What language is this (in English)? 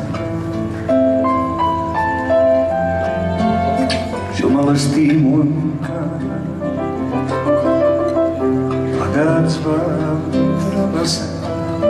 Catalan